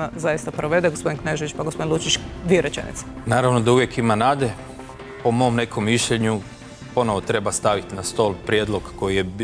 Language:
Croatian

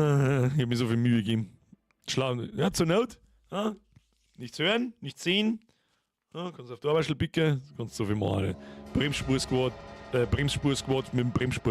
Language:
Bavarian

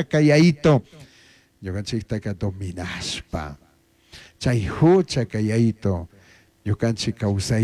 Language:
Chimborazo Highland Quichua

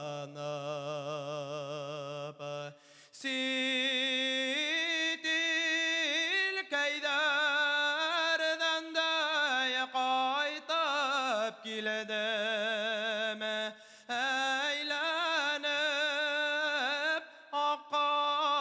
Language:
Bashkir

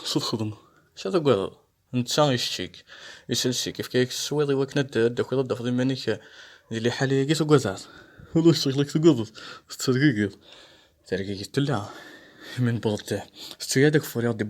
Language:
Kabyle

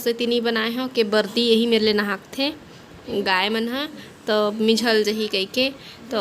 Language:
Chhattisgarhi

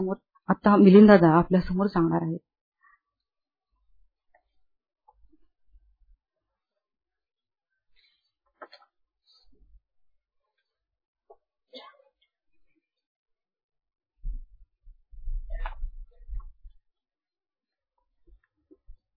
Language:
Marathi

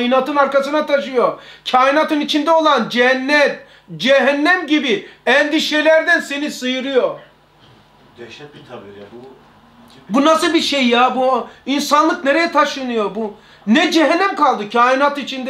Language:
Turkish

